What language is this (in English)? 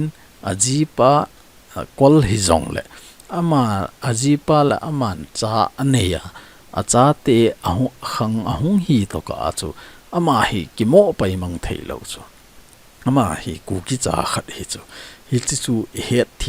Thado Chin